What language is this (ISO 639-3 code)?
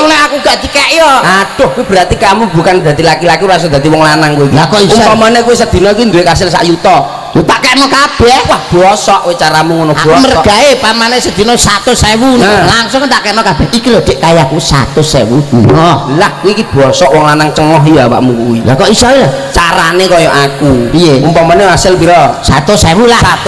jav